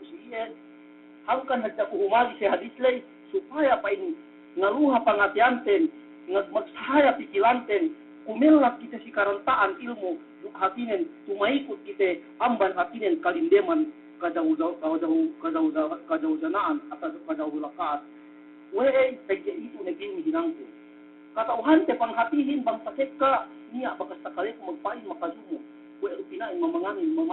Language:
Yakan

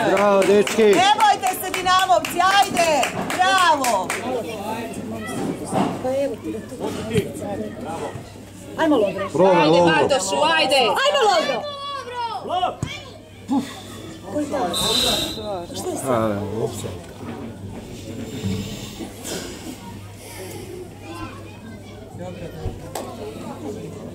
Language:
Croatian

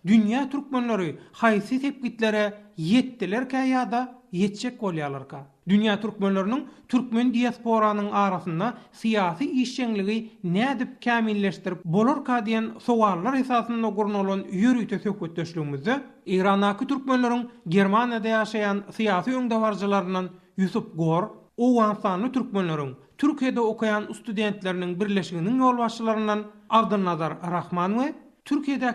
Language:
Turkmen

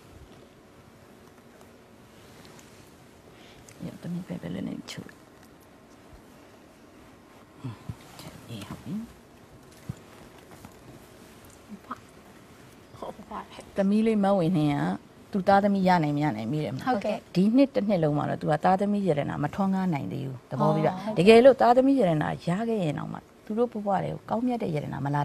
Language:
Burmese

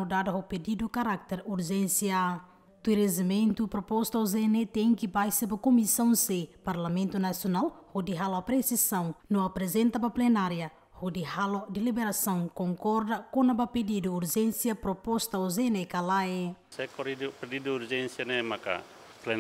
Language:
Tetum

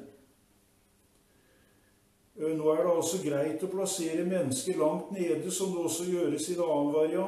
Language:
Norwegian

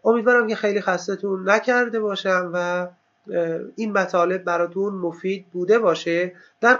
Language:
Persian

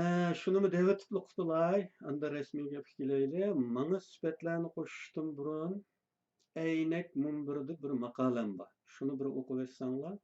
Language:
Uyghur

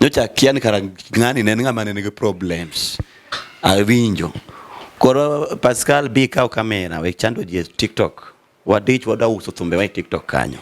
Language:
Luo (Kenya and Tanzania)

